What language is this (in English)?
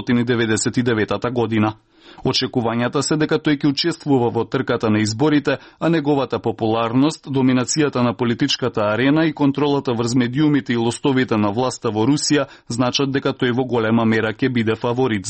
Macedonian